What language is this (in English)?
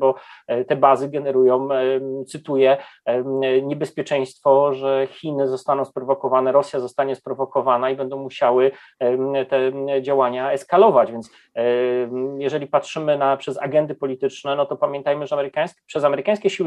Polish